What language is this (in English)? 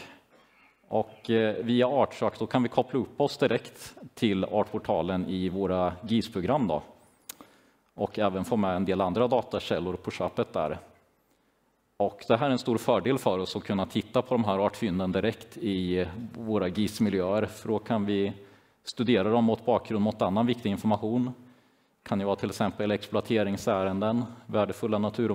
Swedish